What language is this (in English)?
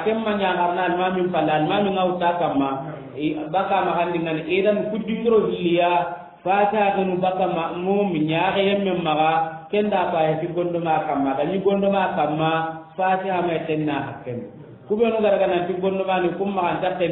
Soninke